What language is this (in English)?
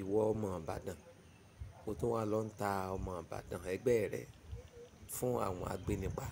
Yoruba